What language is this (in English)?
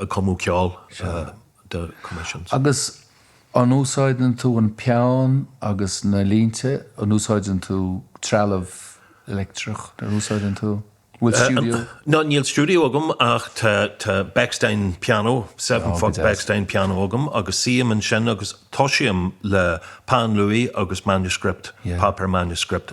Irish